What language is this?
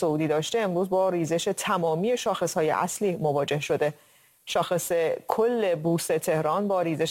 Persian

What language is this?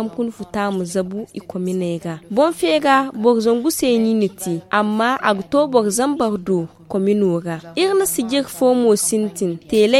Zarma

